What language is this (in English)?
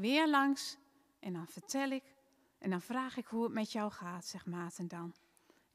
Dutch